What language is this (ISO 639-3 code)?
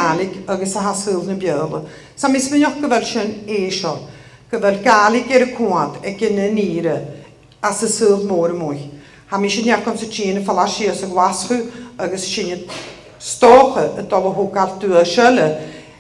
gla